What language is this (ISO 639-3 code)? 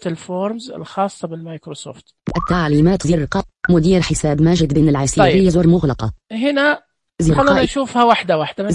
ars